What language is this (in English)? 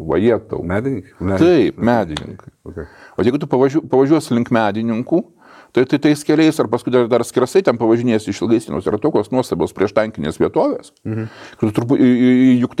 Lithuanian